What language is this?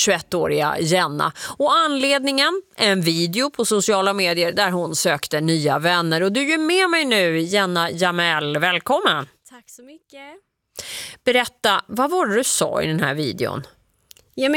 Swedish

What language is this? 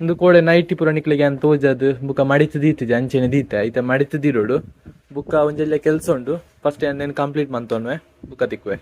Tulu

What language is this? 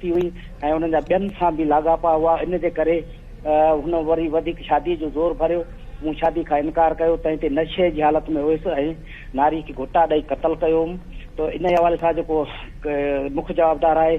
Sindhi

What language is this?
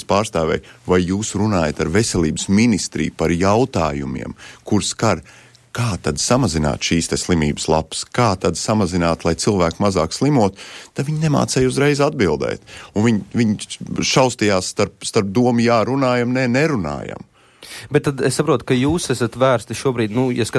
Latvian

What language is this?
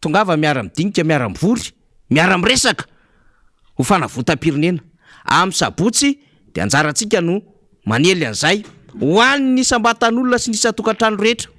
Malagasy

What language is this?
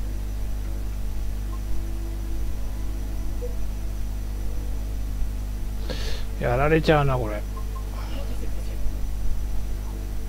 Japanese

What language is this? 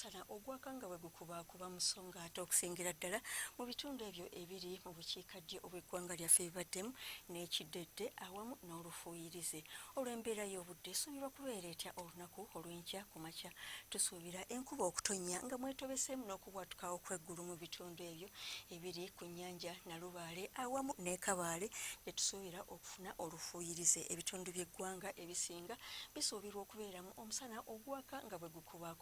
Ganda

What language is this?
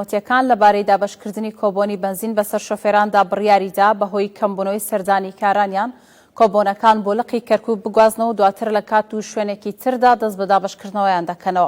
Central Kurdish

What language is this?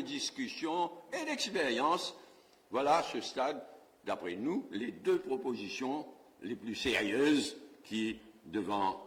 Morisyen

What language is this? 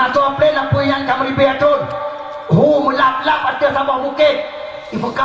Achinese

